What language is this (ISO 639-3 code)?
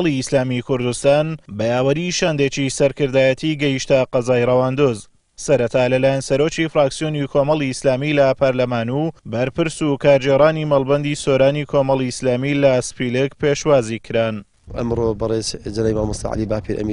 ckb